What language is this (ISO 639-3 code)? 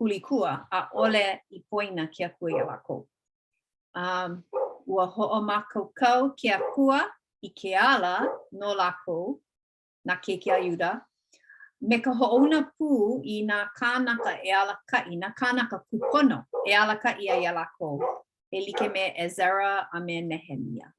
haw